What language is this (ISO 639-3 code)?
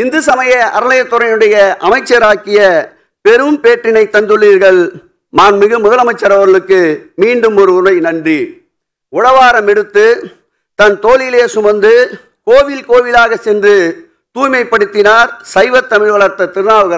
tam